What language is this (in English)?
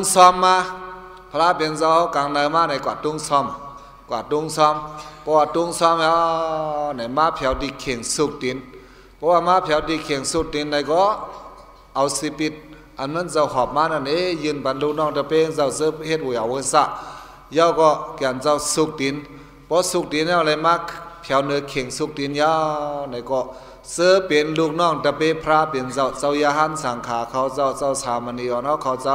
Shan